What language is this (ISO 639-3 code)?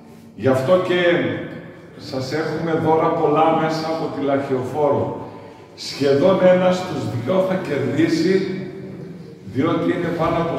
ell